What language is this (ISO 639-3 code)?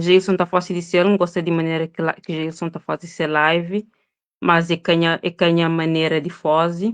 kea